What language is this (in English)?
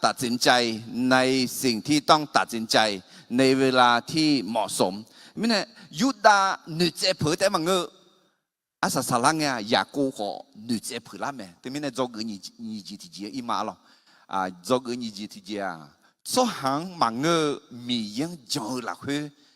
Akha